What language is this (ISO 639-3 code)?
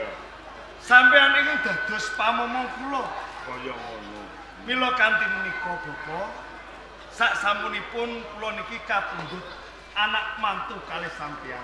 jav